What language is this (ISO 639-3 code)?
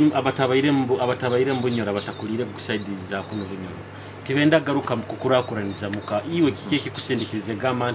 nyo